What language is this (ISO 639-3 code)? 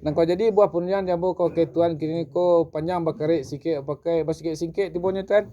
min